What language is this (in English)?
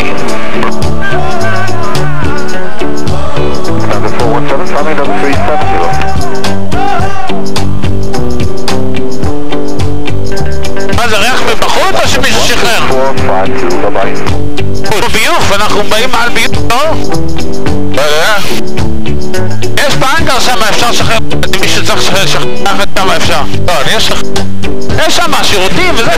Hebrew